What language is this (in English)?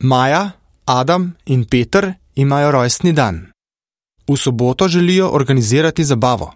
Slovenian